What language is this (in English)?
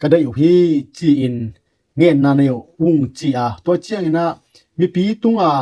Tedim Chin